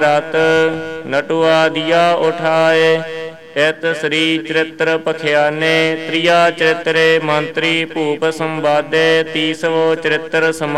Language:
Punjabi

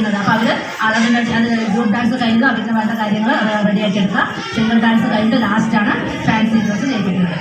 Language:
Malayalam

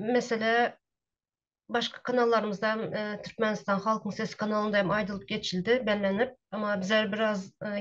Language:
Turkmen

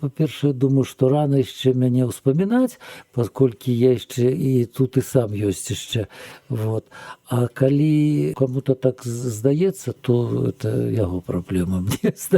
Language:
Belarusian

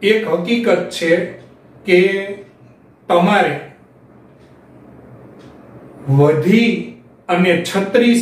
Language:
Gujarati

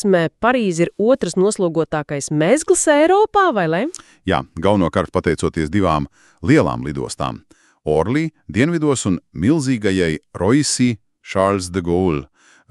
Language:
Latvian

